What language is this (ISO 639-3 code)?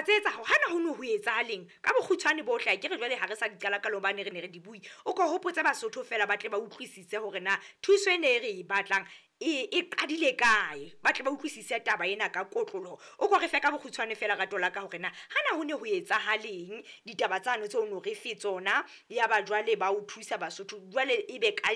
sot